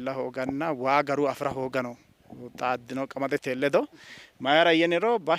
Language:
Sidamo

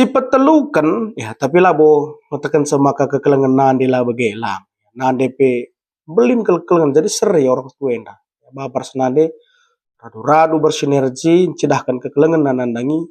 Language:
Batak Karo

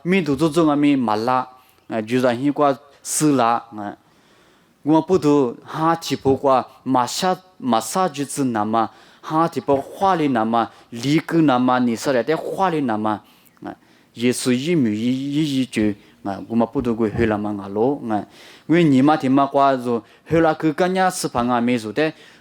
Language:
Lisu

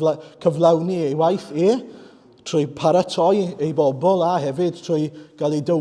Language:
Welsh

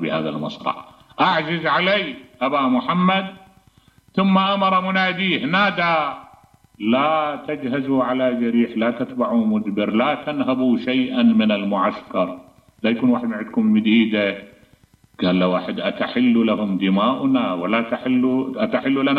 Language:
Mesopotamian Arabic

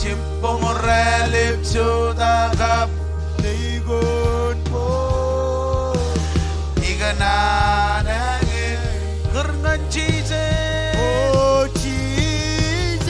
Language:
Marshallese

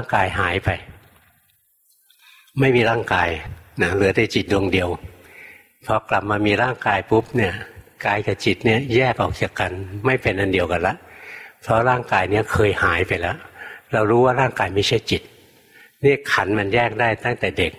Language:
Thai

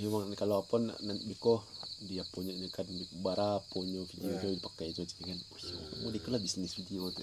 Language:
Minangkabau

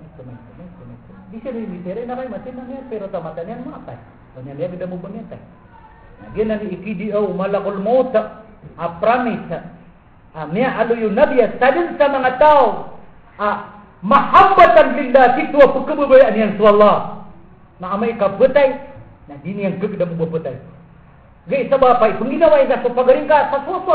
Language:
Maranao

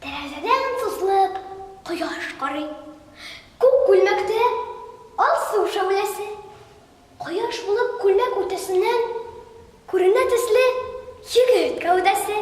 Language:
Tatar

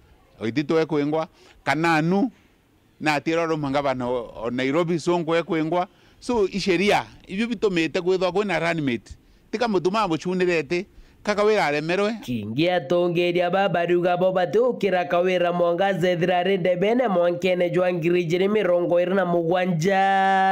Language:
Meru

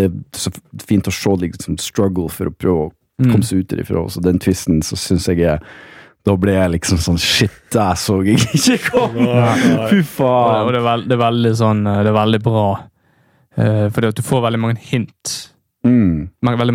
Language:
Norwegian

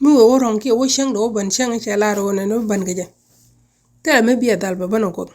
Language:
Nuer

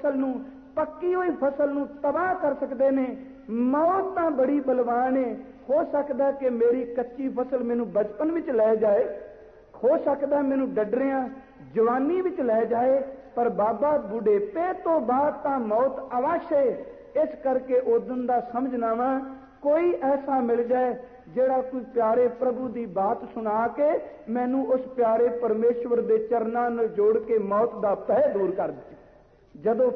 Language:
Punjabi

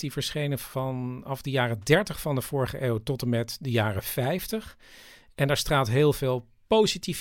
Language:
Dutch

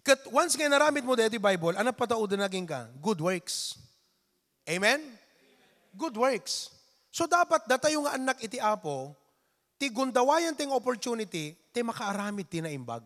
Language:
Iloko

